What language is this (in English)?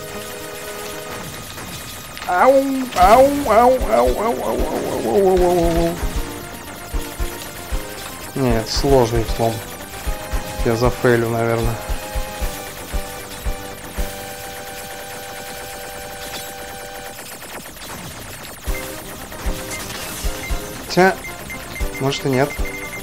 Russian